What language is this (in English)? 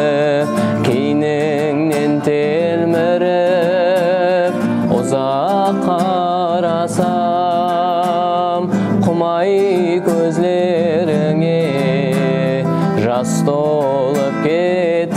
Kara-Kalpak